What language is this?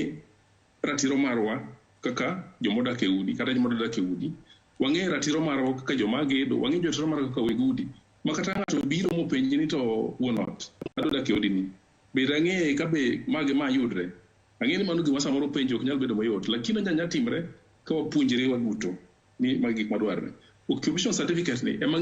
Luo (Kenya and Tanzania)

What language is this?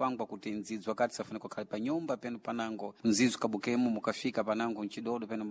Sena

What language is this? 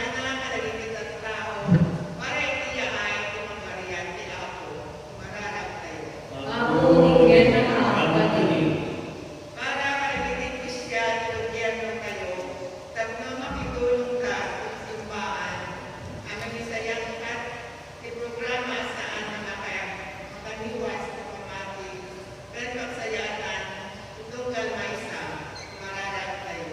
Iloko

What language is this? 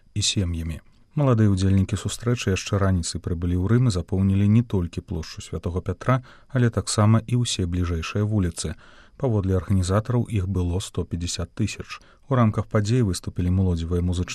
Belarusian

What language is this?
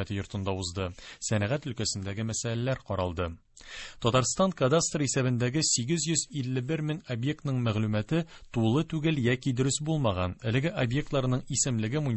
Tatar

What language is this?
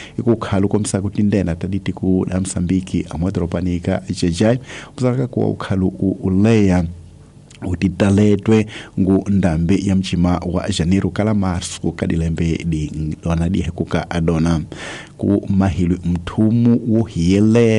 Tsonga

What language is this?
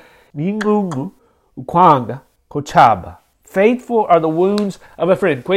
Xhosa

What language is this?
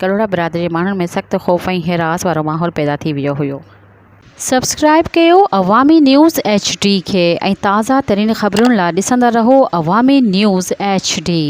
Sindhi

